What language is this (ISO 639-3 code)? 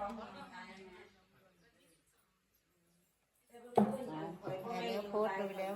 lao